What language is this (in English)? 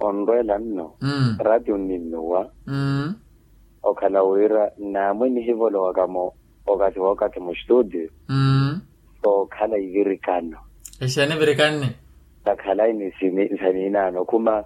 Makhuwa